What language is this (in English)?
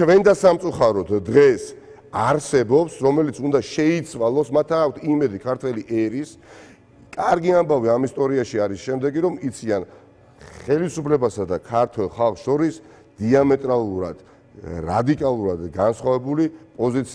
Georgian